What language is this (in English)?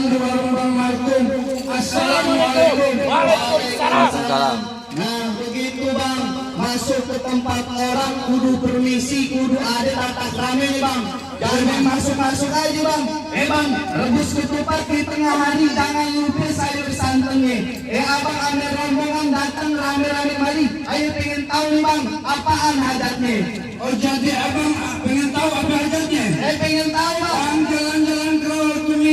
Betawi